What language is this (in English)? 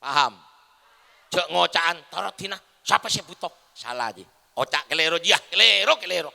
Madurese